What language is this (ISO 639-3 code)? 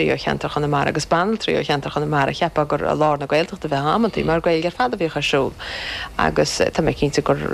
gle